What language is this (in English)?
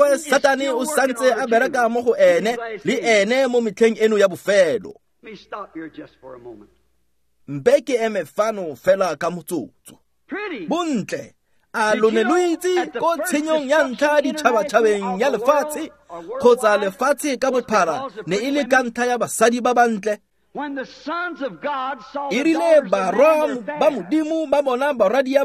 Tswana